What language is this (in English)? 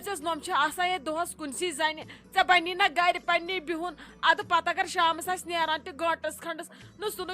Kashmiri